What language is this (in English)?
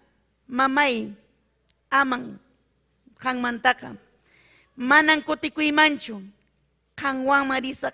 Ayacucho Quechua